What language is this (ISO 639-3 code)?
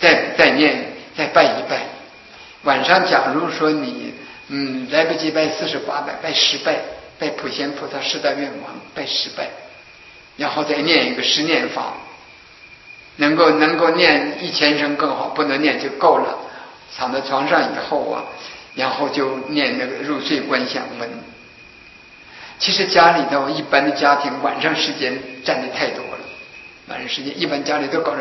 zho